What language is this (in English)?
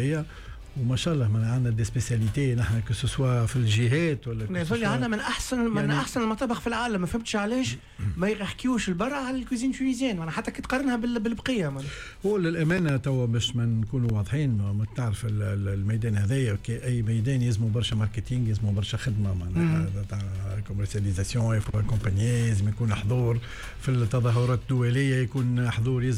Tunisian Arabic